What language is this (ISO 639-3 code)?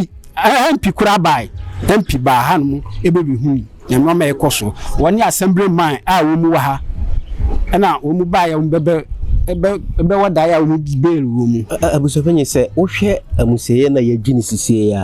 aka